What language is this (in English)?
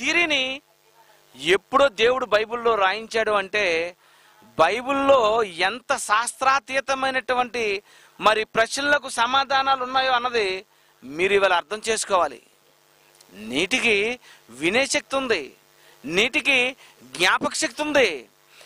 Telugu